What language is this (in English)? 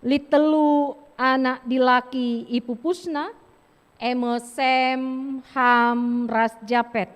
Batak Karo